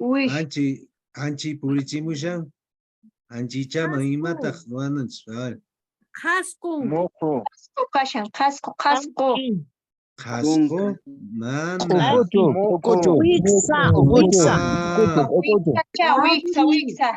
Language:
Quechua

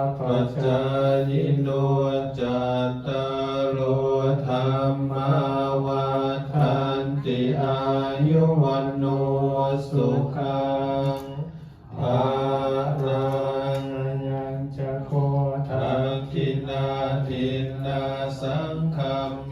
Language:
Pali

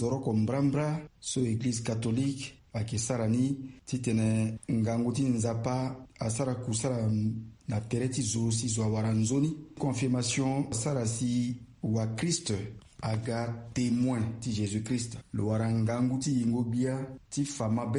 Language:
Sango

